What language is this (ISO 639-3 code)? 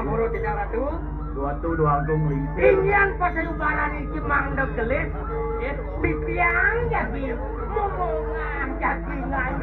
ban